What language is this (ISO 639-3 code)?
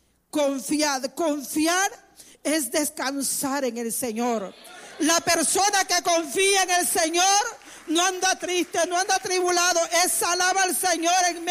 spa